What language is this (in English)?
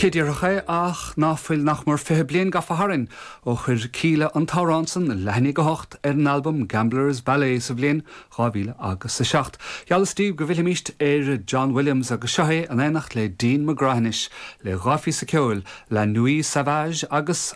Irish